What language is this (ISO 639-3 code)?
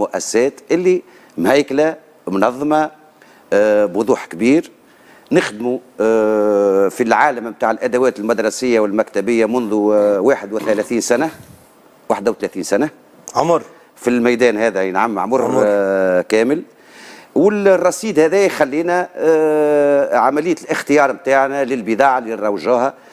aeb